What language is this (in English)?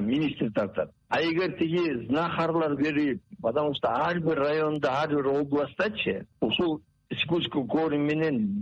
Kyrgyz